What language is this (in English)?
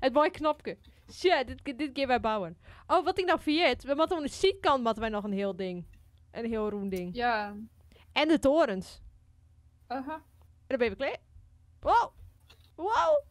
Western Frisian